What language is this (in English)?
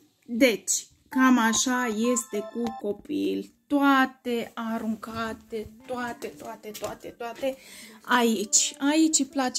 Romanian